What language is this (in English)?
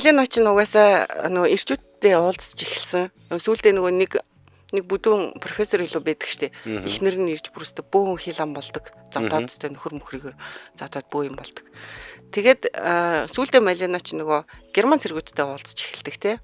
Mongolian